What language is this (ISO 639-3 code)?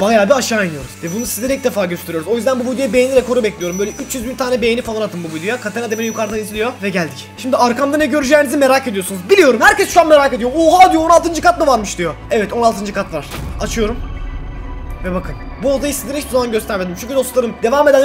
tur